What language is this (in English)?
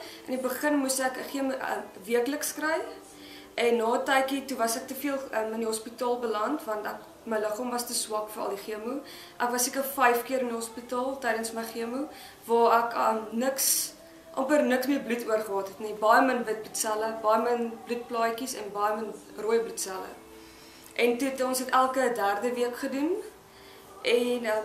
Afrikaans